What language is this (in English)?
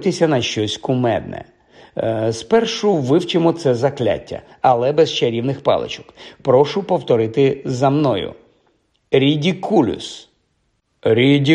Ukrainian